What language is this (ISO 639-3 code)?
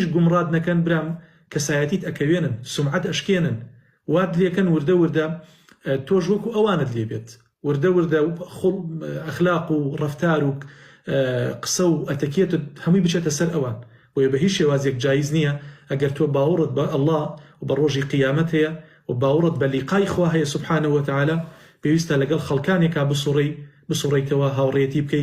ckb